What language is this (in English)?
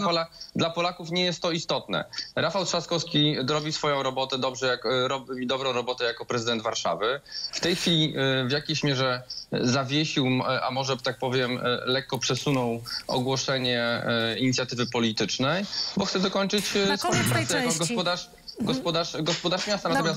Polish